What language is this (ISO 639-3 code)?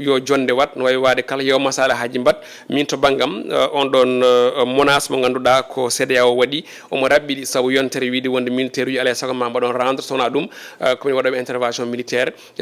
ful